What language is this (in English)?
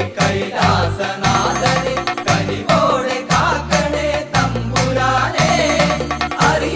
Malayalam